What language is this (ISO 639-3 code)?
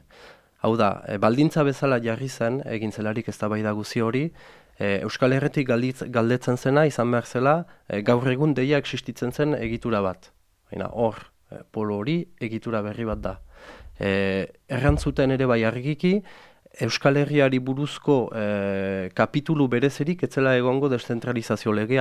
eus